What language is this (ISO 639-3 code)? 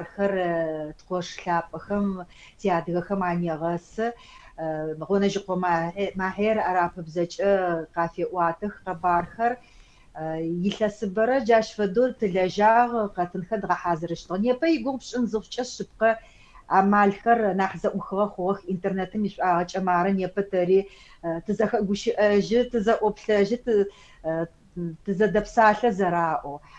ady